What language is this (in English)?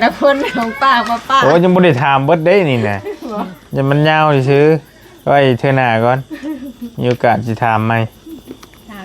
Northeastern Thai